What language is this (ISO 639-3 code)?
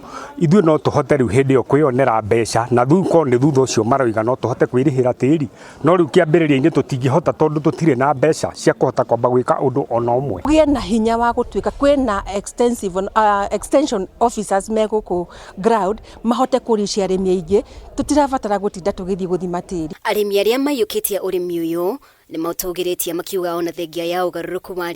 kik